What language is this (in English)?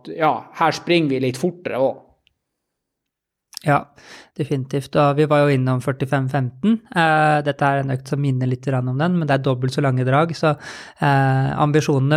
Norwegian